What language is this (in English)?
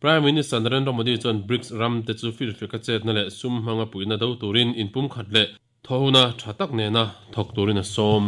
Mizo